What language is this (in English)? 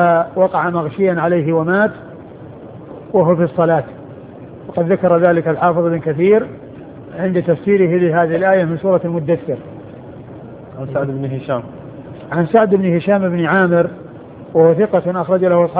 Arabic